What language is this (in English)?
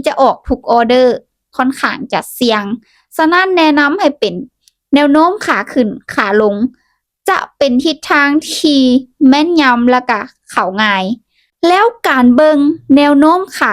Lao